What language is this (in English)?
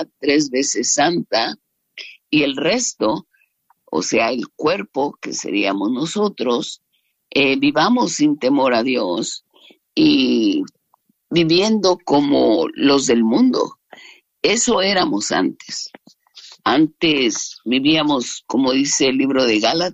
Spanish